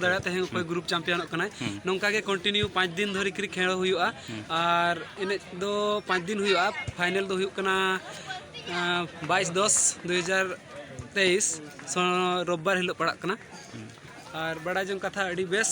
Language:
Santali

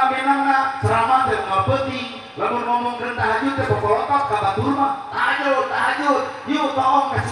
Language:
Sundanese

